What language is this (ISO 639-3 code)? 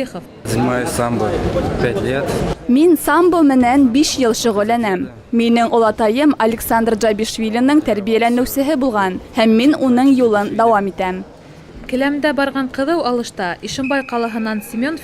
bak